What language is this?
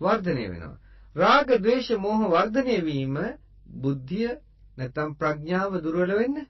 Sinhala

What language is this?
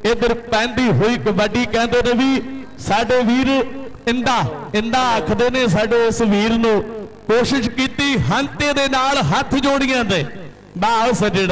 Punjabi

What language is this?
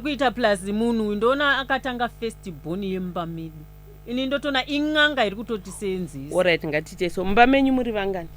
Shona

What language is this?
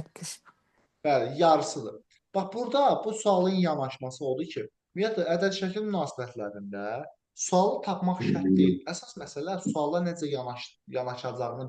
Azerbaijani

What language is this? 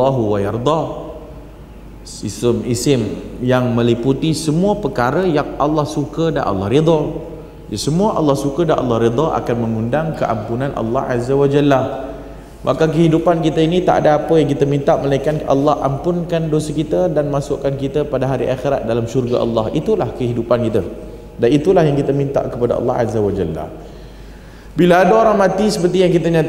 Malay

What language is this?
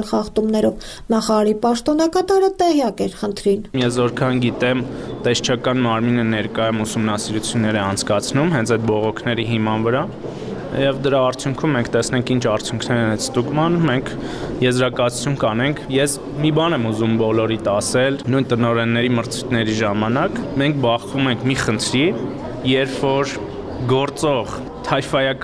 Armenian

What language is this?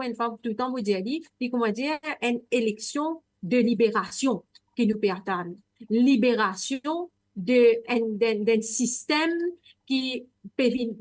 Morisyen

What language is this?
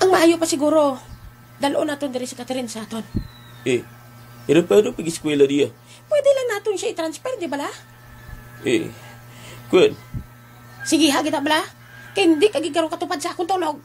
Hiligaynon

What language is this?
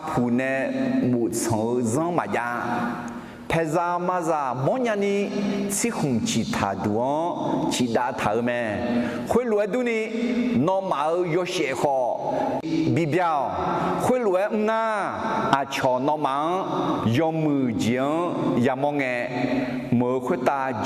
Akha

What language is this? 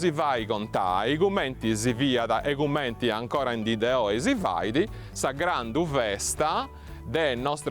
Sardinian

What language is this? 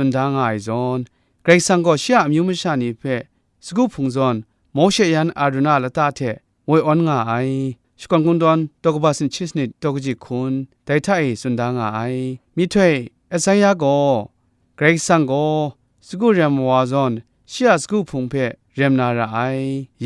Kachin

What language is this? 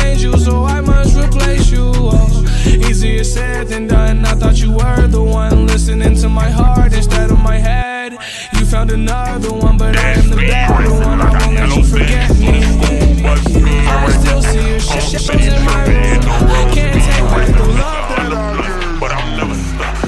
English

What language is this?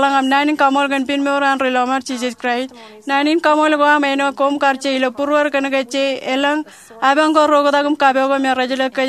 Marshallese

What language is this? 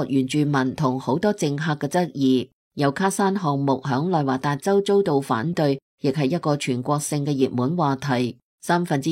Cantonese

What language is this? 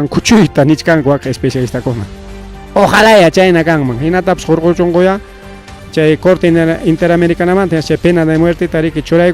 Ayacucho Quechua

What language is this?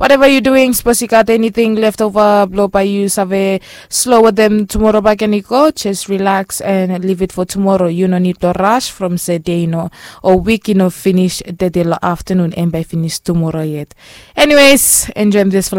Bislama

